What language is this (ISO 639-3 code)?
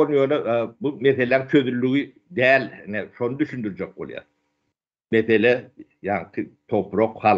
tuk